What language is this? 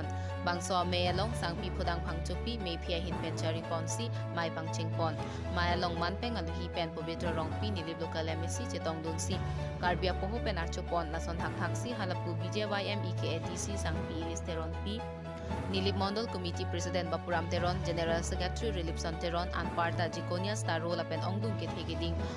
Karbi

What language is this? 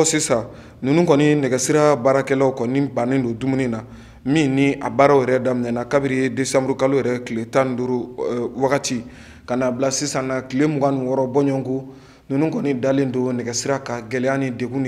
Bambara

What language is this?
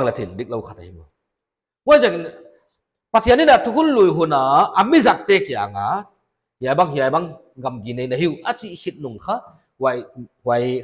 Paite Chin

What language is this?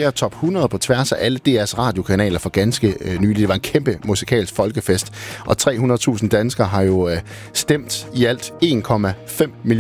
Danish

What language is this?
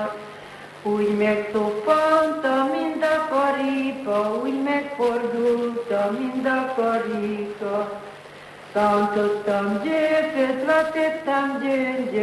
Hungarian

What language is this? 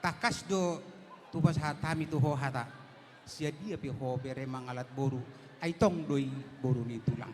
Batak Toba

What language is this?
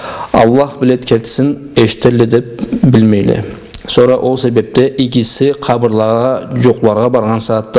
Karachay-Balkar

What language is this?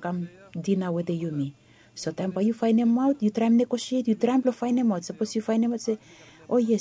Bislama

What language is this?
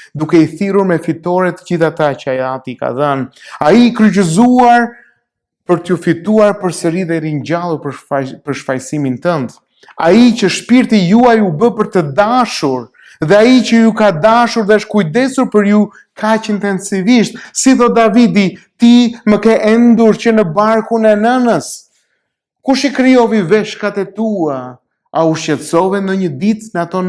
Albanian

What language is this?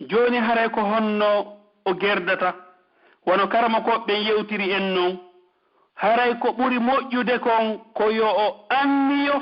Pular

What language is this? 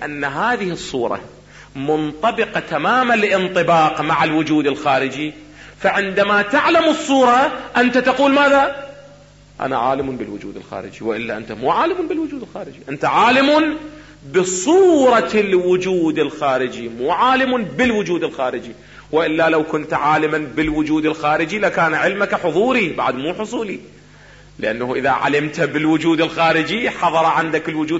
Arabic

